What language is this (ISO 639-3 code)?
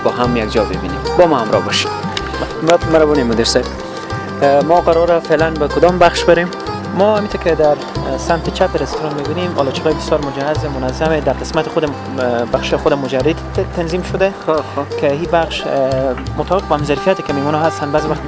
fas